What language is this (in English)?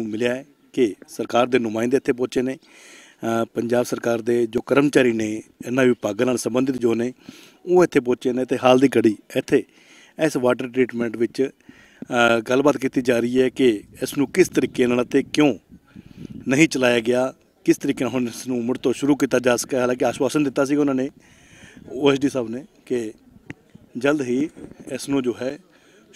Punjabi